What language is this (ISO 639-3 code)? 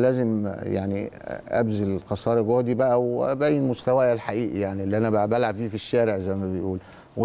arz